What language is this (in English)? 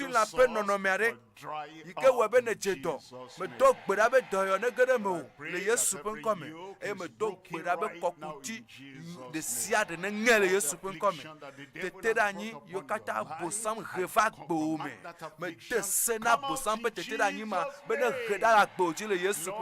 Ewe